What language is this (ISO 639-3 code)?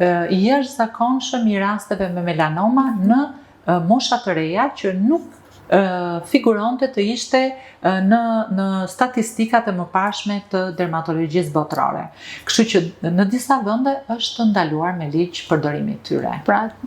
sqi